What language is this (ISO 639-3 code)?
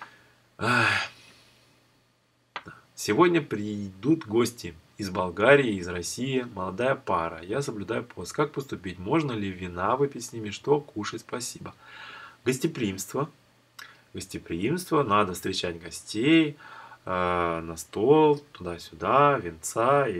rus